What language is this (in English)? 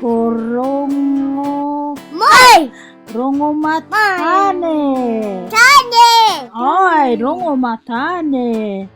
Māori